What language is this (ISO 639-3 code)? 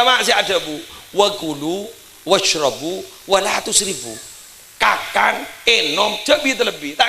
mad